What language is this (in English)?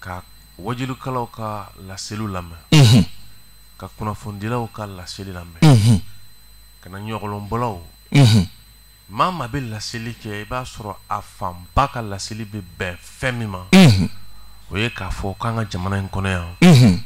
Bambara